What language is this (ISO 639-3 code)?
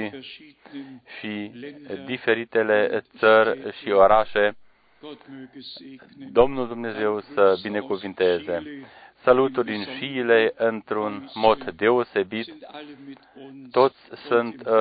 ron